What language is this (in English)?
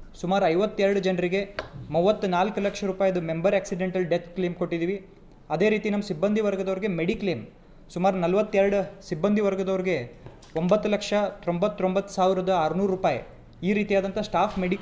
Kannada